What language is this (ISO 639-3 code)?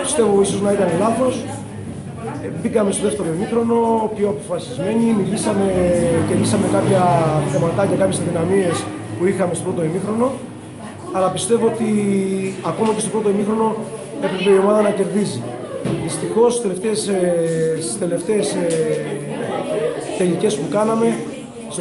ell